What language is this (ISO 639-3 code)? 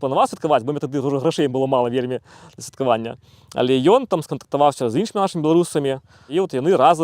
bel